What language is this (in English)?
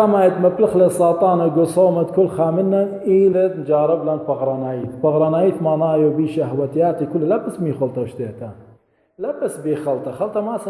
Assyrian Neo-Aramaic